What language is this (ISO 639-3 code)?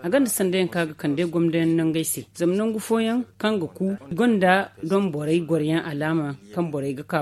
dje